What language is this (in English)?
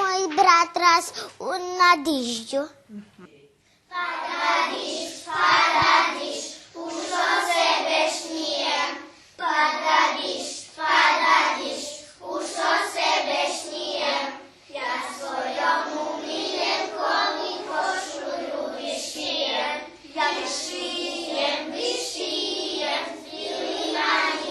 Rusyn